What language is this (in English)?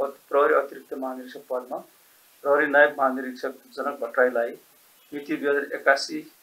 Nepali